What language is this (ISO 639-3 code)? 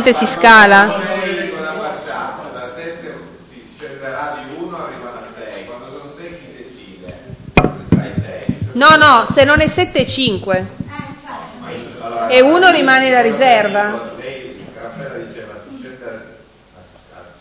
ita